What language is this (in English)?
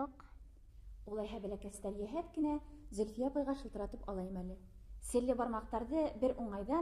Bashkir